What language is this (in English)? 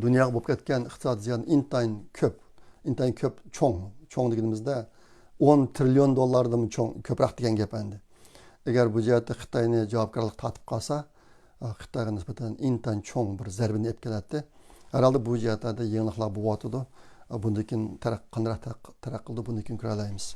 Uyghur